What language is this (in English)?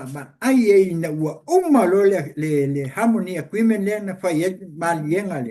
Samoan